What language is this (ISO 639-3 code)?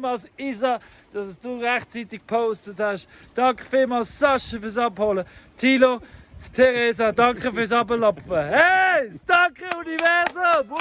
gsw